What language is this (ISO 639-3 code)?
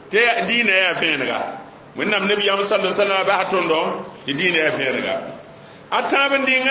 mos